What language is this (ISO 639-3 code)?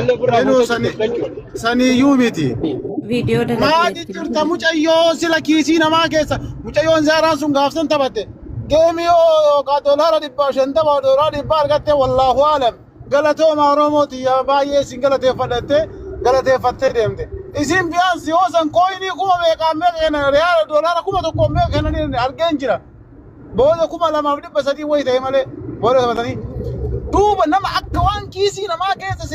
orm